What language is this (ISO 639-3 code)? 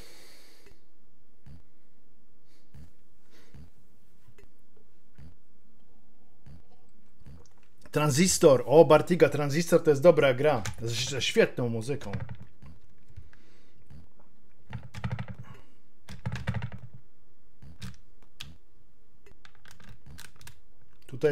pol